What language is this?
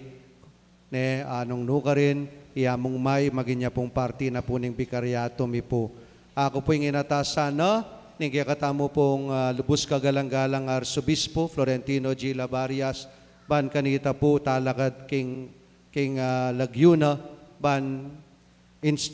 Pampanga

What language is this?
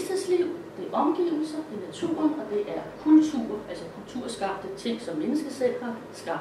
Danish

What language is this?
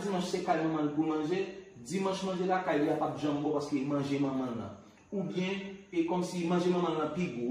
Haitian Creole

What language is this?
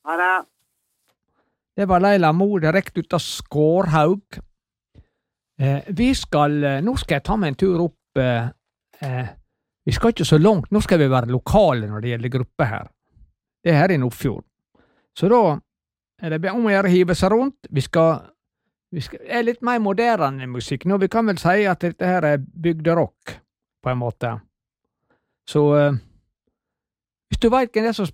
Norwegian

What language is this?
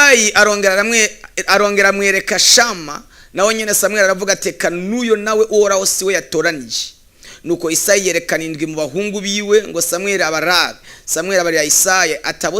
Rundi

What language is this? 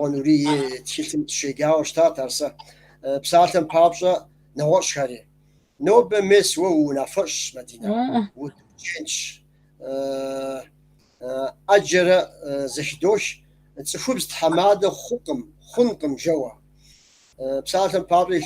Kabardian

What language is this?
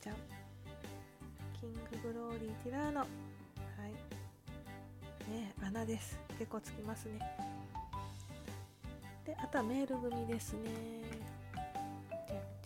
Japanese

